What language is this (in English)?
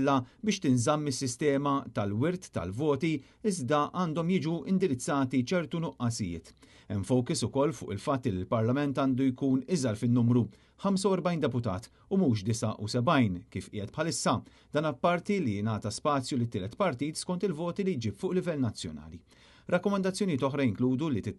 Maltese